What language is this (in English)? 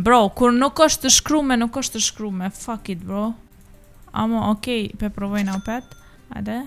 Albanian